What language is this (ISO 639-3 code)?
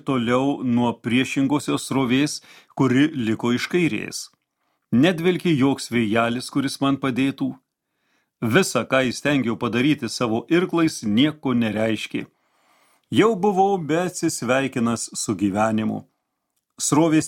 lit